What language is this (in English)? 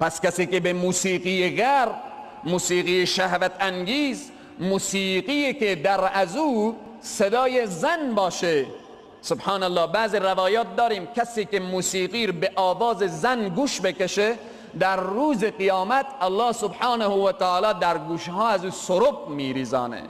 Persian